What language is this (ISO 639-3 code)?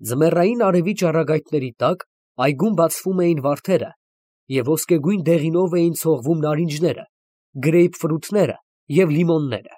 hye